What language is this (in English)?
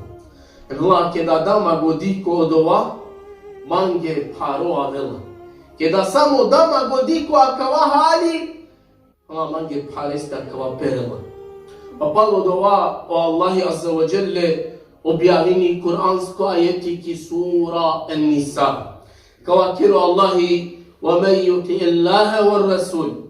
Balkan Romani